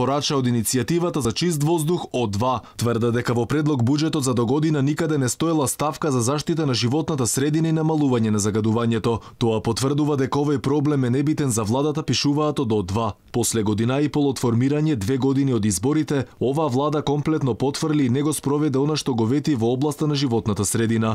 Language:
Macedonian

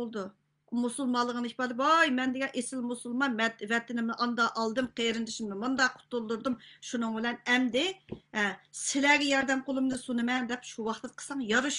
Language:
Uyghur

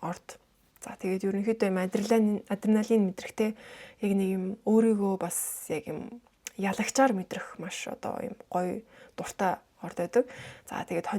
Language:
Mongolian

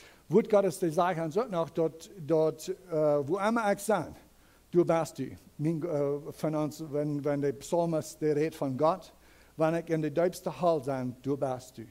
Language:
Plautdietsch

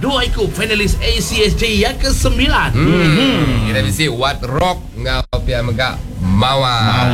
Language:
Iban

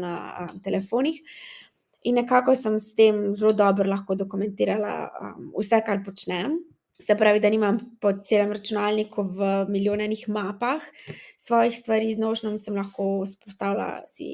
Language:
Slovenian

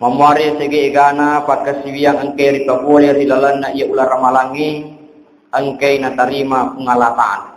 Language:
Buginese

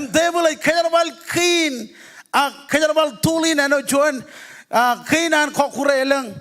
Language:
Marshallese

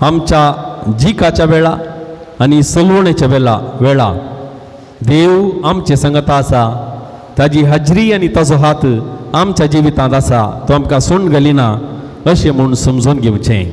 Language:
Konkani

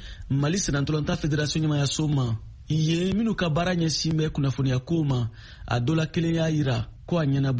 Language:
Bambara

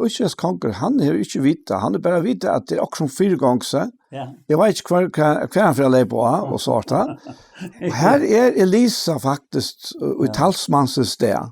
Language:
Faroese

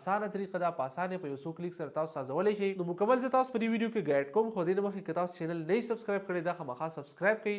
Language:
Pashto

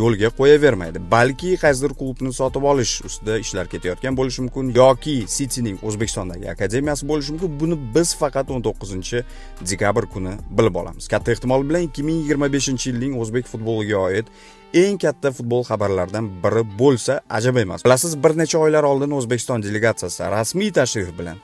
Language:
Uzbek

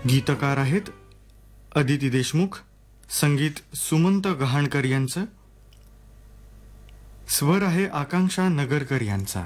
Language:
Marathi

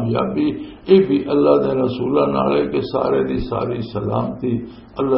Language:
Western Panjabi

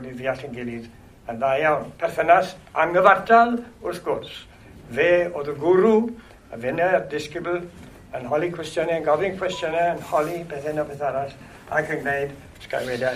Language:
Welsh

